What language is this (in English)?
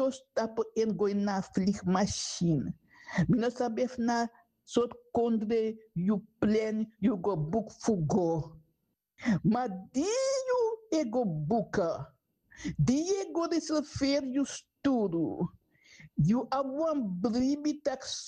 Sranan Tongo